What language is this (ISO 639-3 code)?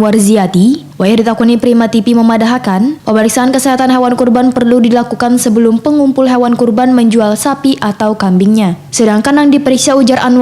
bjn